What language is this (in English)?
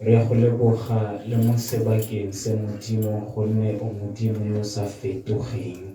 Tswana